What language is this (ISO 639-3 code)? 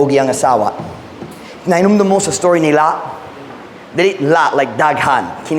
ceb